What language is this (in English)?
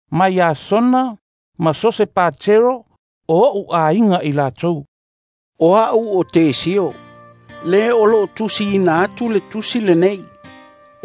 Samoan